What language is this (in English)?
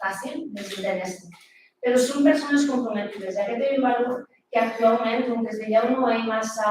Occitan